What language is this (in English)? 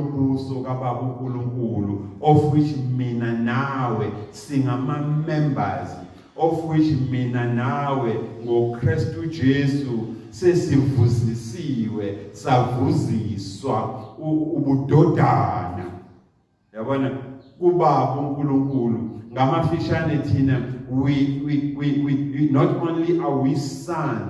Zulu